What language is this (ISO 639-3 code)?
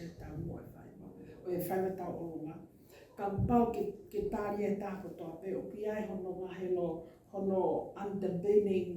ton